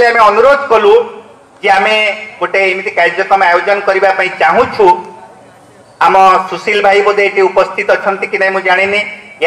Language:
Odia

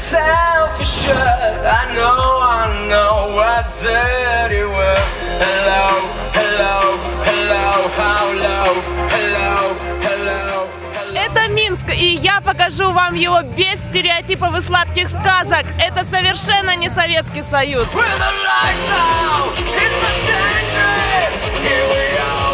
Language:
Russian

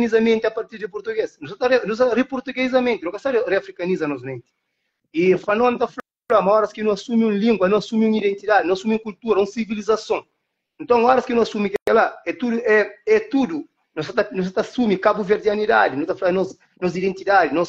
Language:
Kabuverdianu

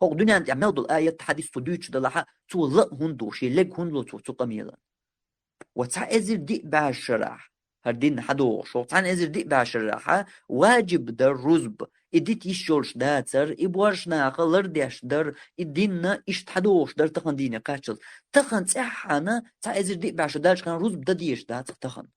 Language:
Chechen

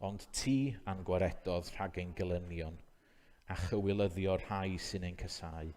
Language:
Welsh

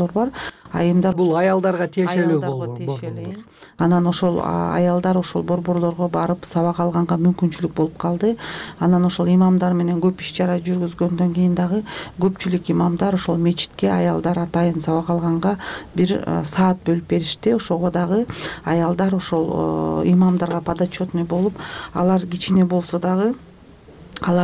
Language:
Kyrgyz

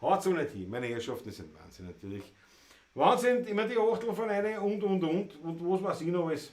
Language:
Bavarian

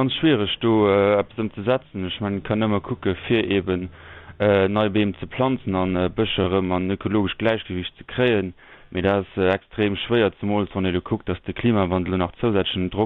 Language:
Luxembourgish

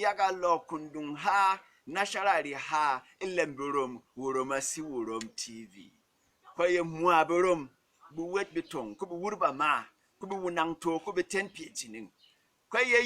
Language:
Berom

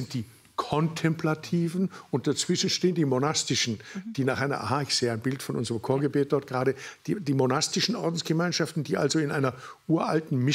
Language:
German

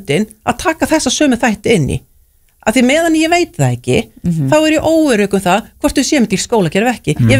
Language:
Icelandic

